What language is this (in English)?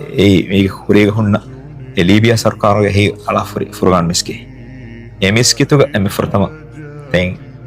Divehi